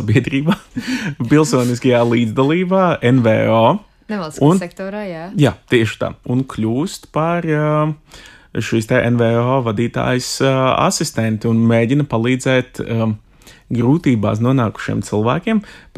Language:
Latvian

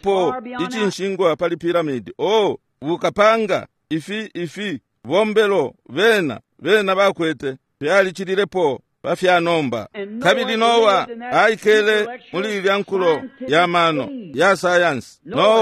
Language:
Bemba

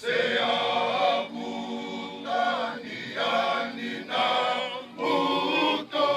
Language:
Fijian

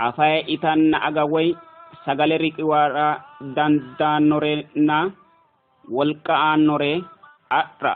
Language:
Sidamo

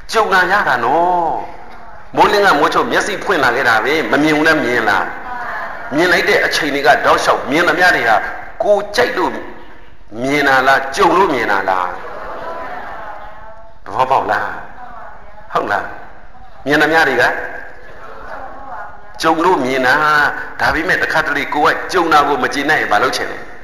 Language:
Burmese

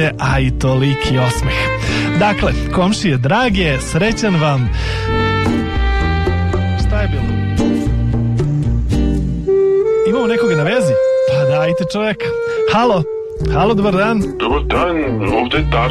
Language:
Serbian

